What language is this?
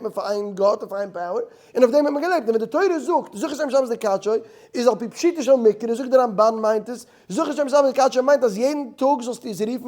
Yiddish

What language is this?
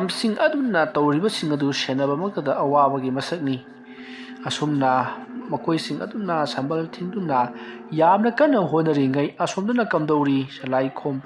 Manipuri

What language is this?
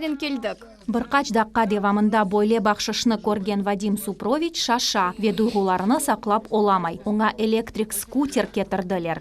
Crimean Tatar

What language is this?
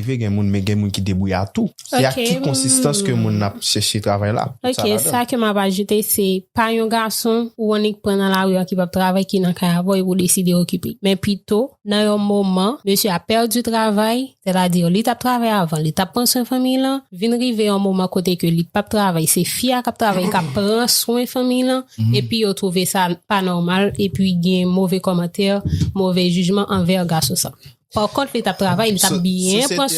Haitian Creole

